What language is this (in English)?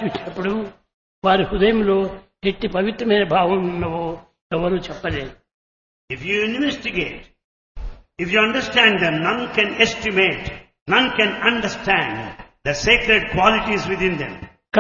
Telugu